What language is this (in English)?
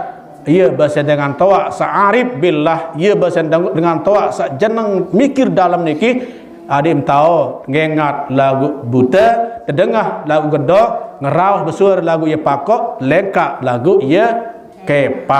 Sasak